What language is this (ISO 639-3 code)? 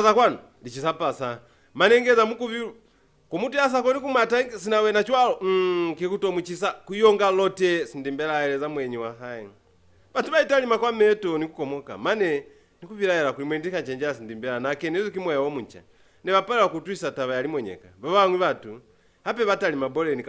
loz